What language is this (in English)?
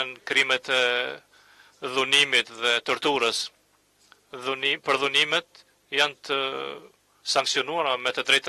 Albanian